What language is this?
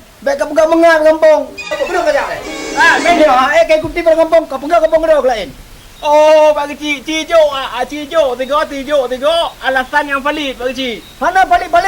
Achinese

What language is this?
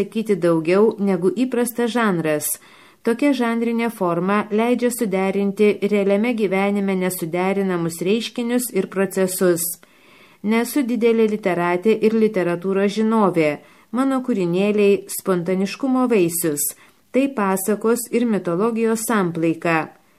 Lithuanian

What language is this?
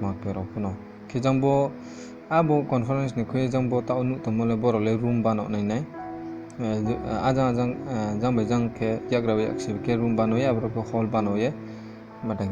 Riang (India)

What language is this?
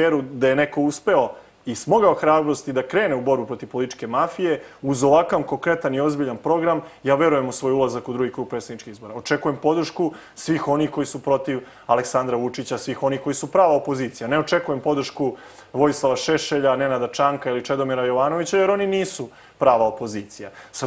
Serbian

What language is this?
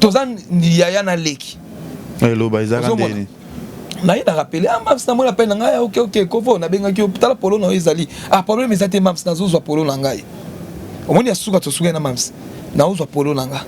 Lingala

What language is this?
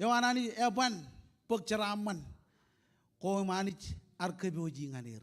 Marshallese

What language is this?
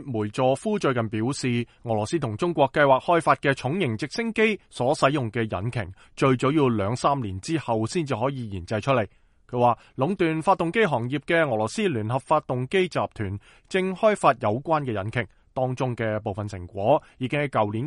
Cantonese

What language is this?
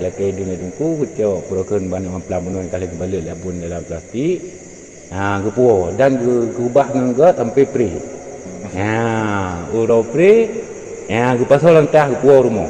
Achinese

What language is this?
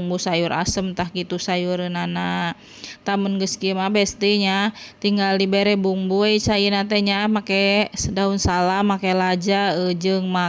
Sundanese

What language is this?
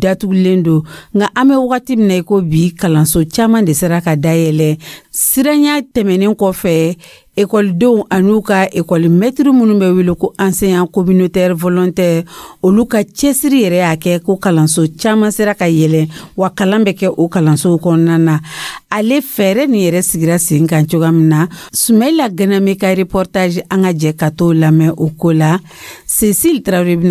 Dyula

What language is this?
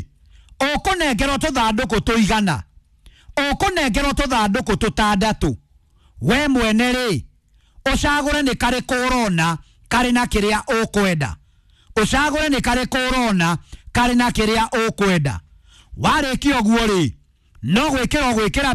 Kikuyu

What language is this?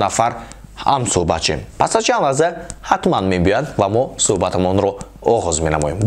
Tajik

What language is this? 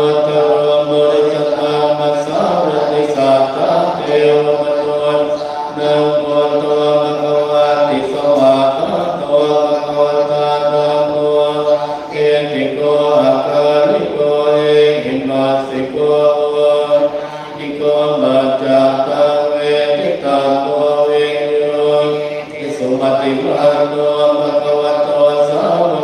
Pali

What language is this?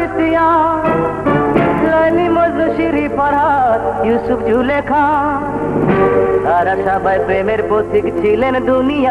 Bangla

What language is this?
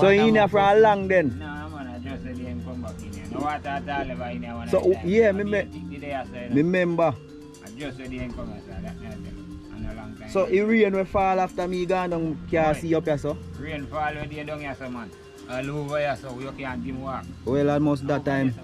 Jamaican Creole English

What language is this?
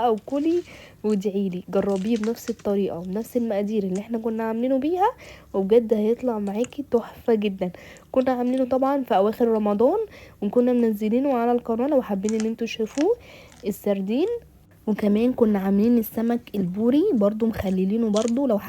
Egyptian Arabic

